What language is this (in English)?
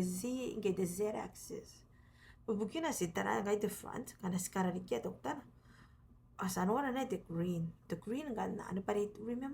Gilbertese